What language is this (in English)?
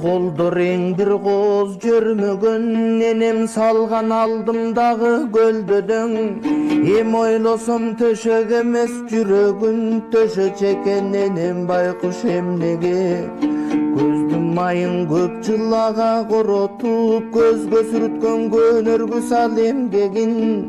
Kyrgyz